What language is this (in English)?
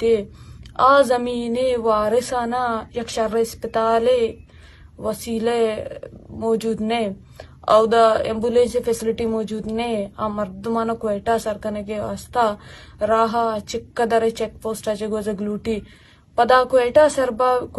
Eastern Balochi